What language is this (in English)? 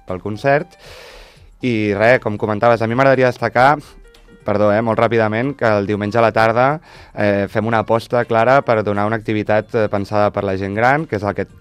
Catalan